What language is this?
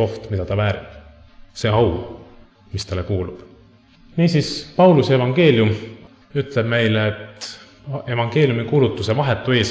Estonian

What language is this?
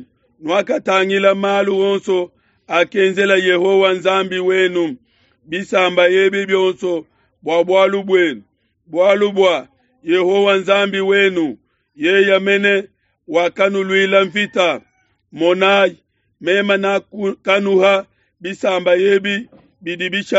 Luba-Lulua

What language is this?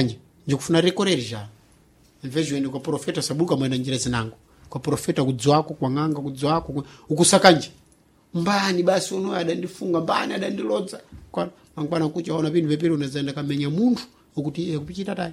Sena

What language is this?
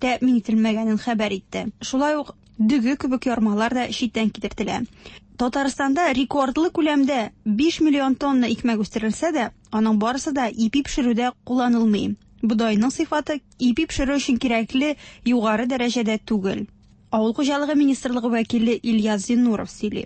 Tatar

